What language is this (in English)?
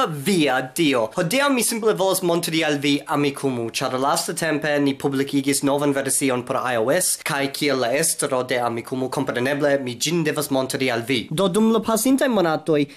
Esperanto